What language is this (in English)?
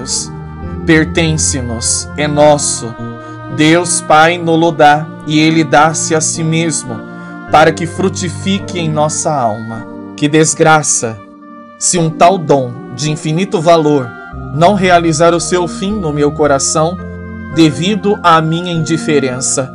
Portuguese